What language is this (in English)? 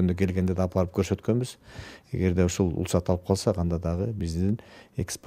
Kyrgyz